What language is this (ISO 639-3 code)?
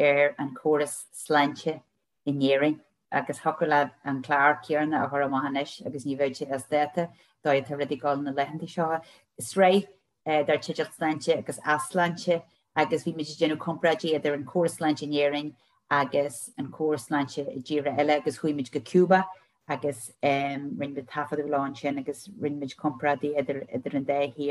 gle